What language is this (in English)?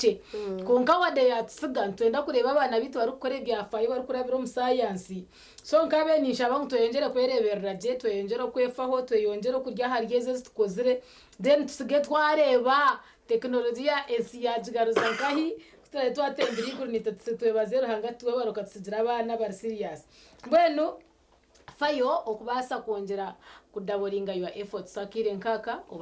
Nyankole